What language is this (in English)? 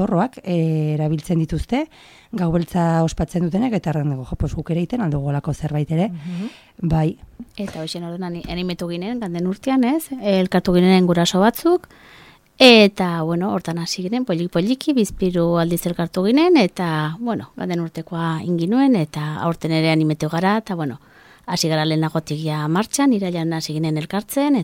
Basque